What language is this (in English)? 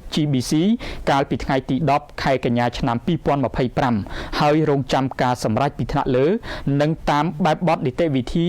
Khmer